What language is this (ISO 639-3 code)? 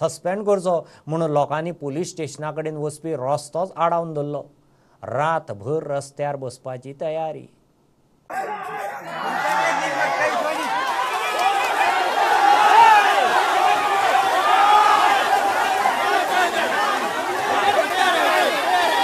kok